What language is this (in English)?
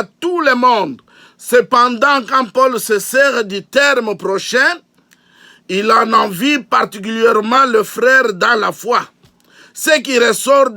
Luba-Lulua